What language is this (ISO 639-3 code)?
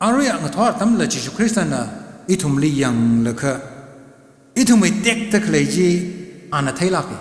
nmf